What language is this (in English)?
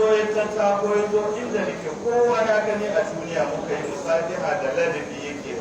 Hausa